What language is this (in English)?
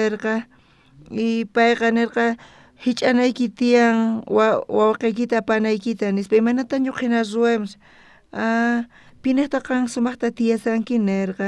South Bolivian Quechua